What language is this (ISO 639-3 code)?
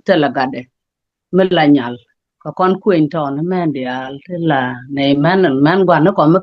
nus